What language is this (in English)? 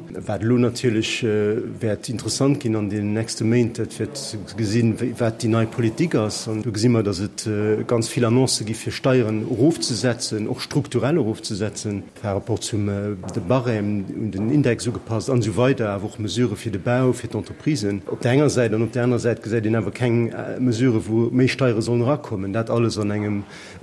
Luxembourgish